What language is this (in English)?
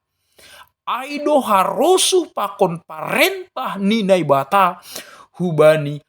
Batak Simalungun